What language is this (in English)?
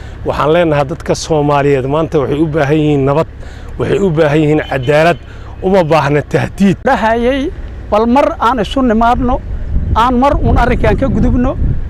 Somali